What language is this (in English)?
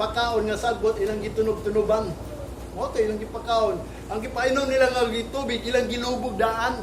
Cebuano